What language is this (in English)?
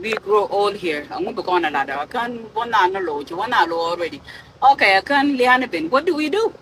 Nuer